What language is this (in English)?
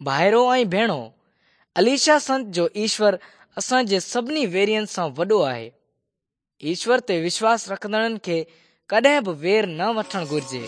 Sindhi